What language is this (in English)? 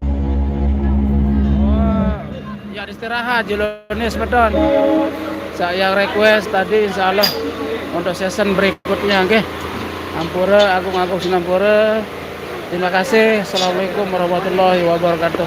Sasak